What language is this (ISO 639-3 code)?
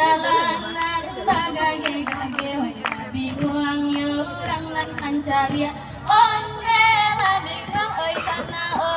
min